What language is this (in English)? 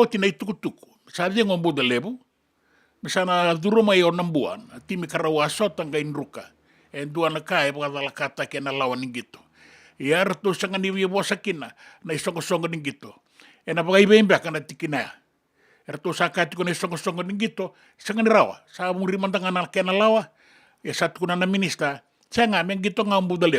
Fijian